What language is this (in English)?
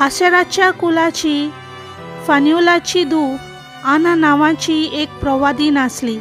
Konkani